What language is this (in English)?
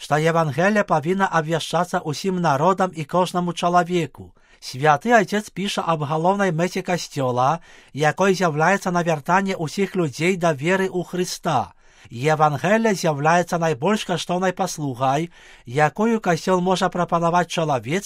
Belarusian